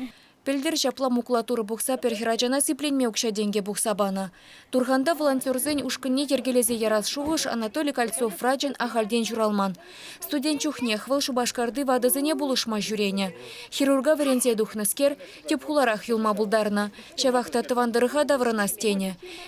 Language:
Chuvash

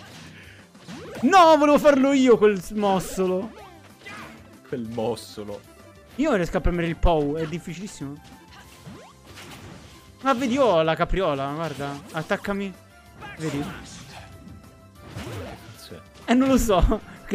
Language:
Italian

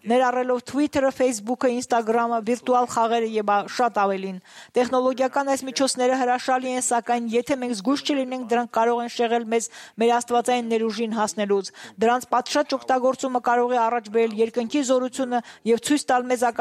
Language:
Armenian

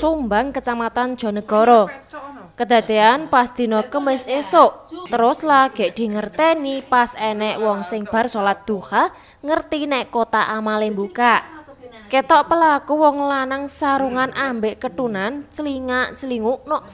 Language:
Javanese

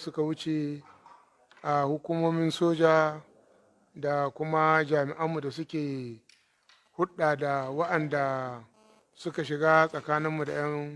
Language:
Hausa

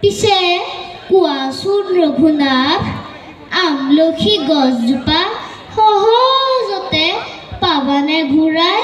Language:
Assamese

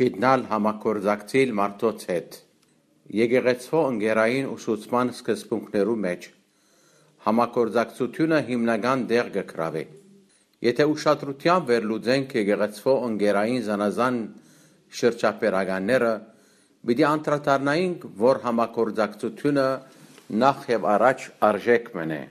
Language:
Western Armenian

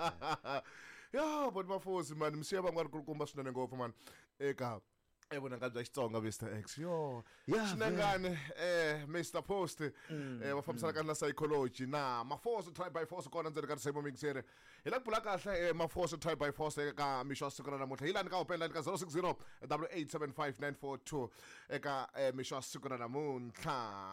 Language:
Tsonga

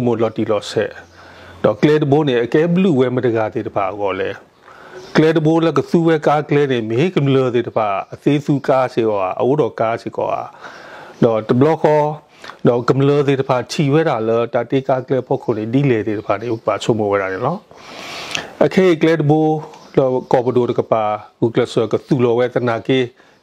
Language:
S'gaw Karen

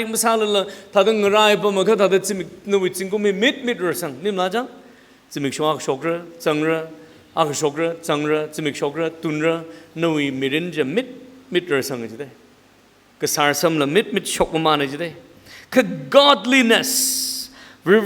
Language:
Tangkhul Naga (India)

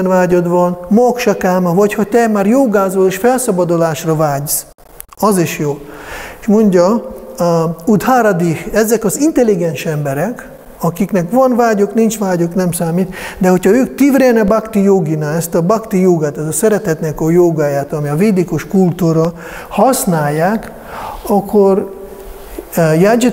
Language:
Hungarian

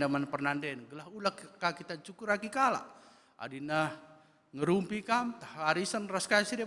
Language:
Batak Karo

